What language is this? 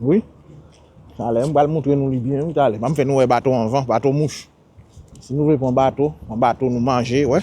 Haitian Creole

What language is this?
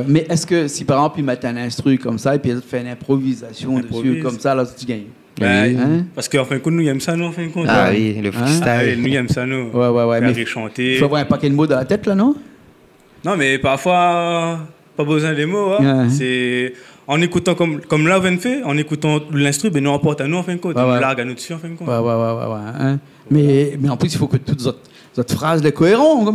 Réunion Creole French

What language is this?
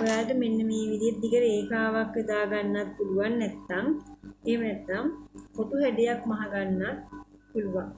Sinhala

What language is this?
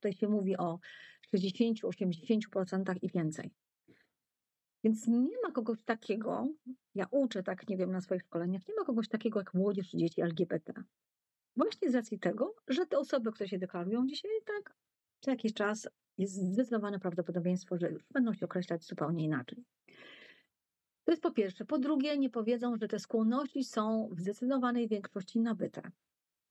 Polish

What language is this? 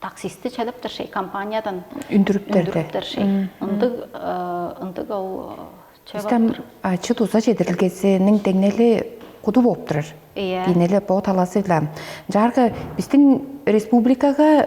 Tuvinian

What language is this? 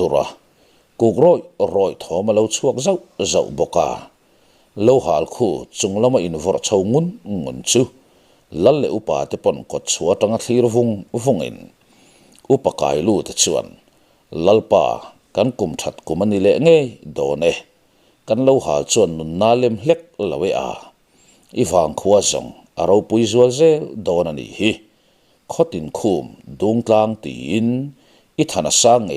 Mizo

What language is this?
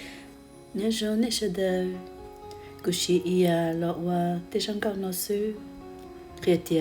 Hmong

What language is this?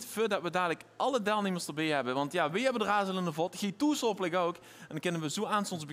Limburgish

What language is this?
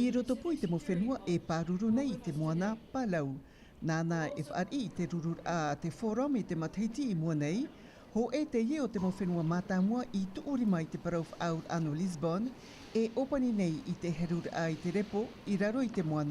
Tahitian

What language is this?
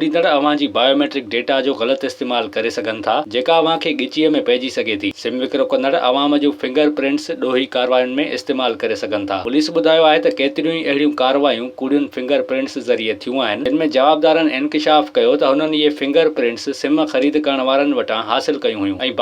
Sindhi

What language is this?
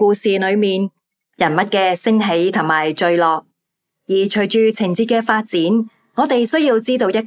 Cantonese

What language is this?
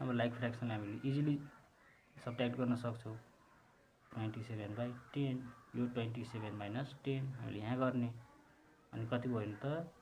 Nepali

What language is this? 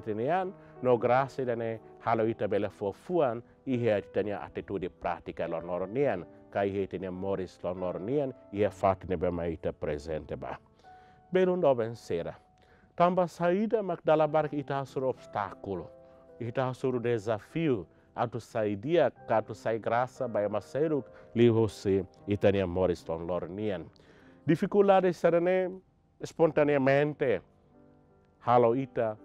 Tetum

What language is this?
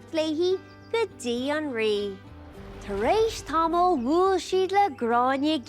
Irish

